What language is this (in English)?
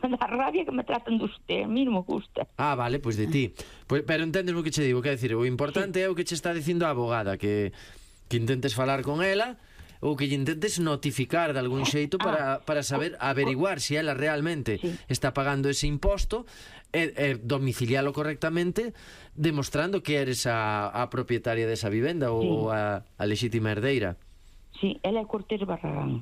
Galician